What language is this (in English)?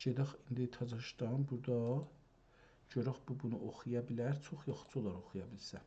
South Azerbaijani